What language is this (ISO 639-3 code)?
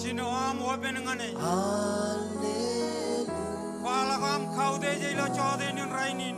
mah